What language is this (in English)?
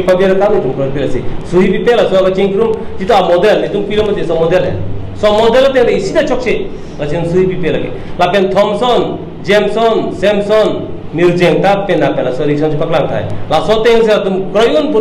Karbi